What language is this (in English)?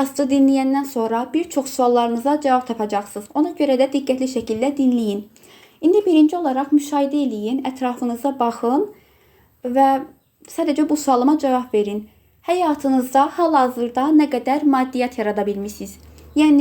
Azerbaijani